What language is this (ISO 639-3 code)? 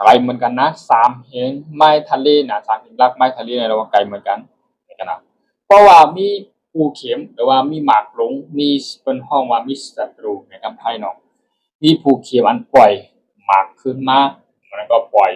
shn